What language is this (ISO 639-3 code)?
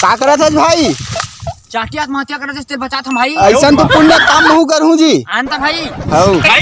hne